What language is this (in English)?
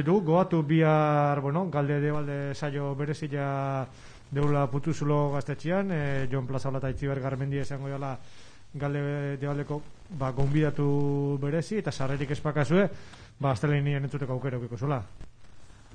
Basque